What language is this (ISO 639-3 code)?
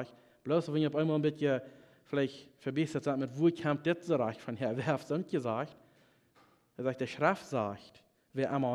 pdt